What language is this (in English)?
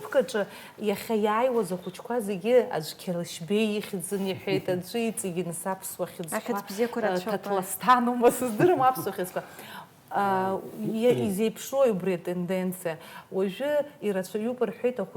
Abkhazian